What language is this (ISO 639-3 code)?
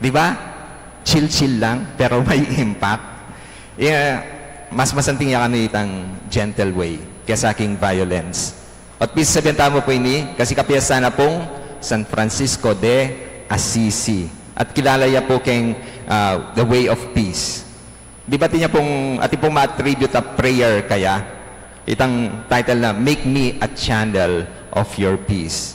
pam